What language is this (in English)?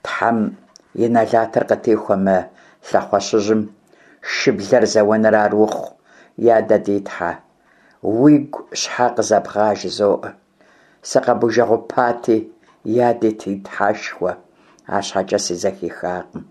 Kabardian